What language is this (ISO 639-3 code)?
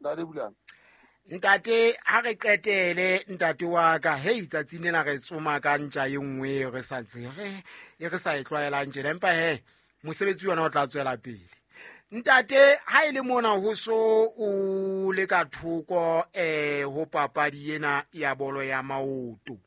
sot